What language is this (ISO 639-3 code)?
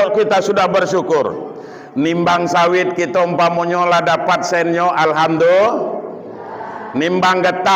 min